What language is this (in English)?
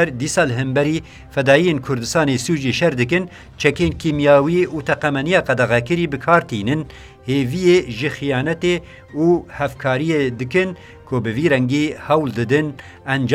Kurdish